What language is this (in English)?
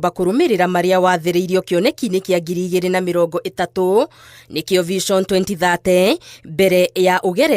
Kikuyu